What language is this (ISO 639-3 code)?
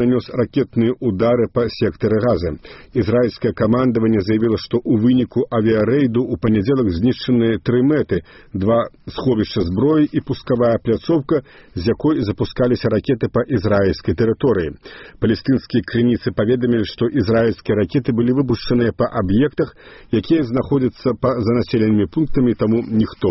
bel